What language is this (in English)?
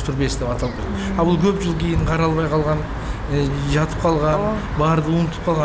Kyrgyz